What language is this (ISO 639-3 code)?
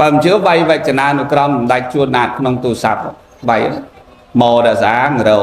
khm